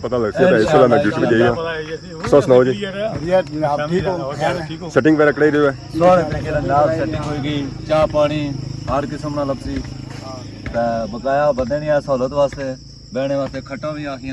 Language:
Pahari-Potwari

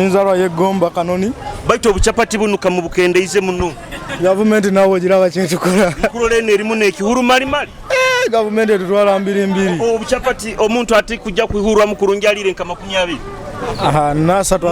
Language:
Nyoro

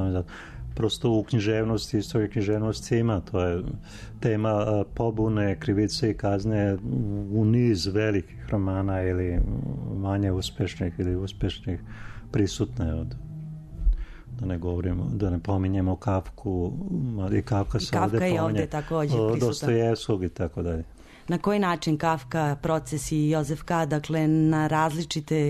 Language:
Serbian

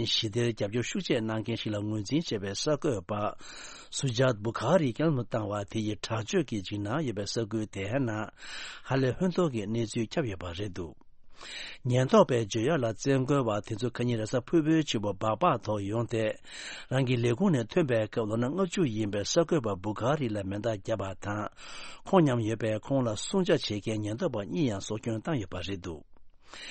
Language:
Tibetan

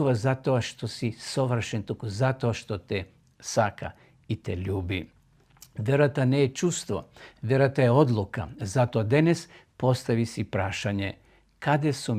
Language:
Macedonian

